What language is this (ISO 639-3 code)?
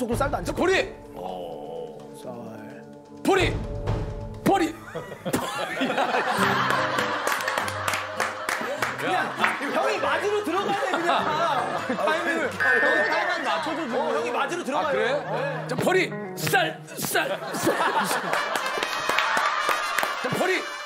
kor